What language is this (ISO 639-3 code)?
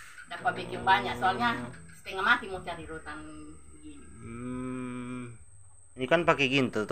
xmm